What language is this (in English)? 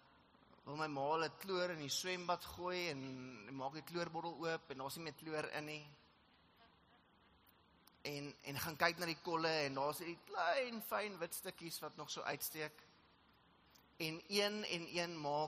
Afrikaans